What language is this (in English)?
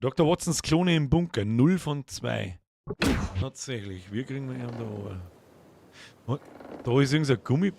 Bavarian